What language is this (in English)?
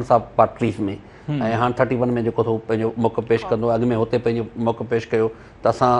Sindhi